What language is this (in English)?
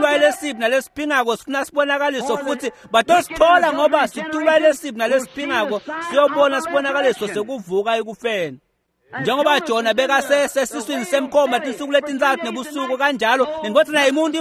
Swati